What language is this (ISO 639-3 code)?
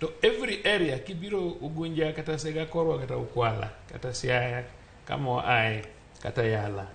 luo